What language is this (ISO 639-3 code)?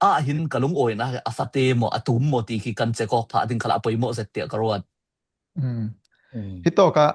cfm